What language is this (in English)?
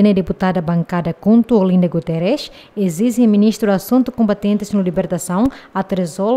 Tetum